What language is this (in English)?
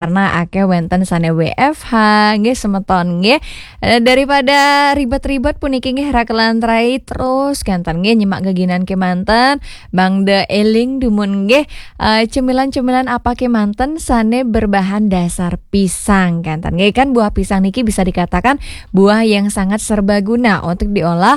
Balinese